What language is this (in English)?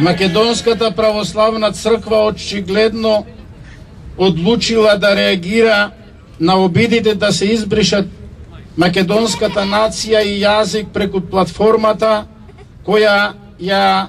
Macedonian